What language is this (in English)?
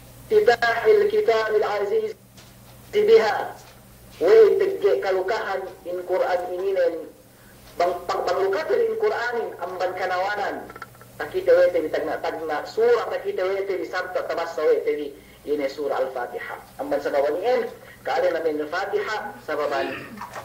Yakan